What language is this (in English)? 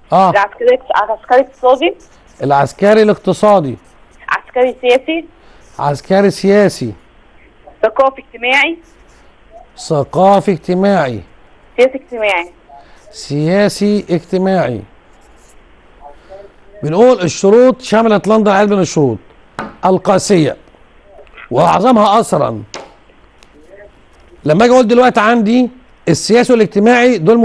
Egyptian Arabic